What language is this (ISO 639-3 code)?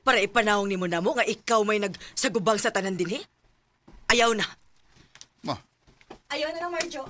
ceb